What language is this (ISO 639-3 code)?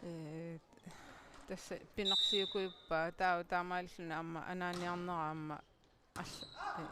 kal